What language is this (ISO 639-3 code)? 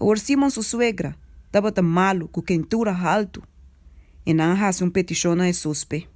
pap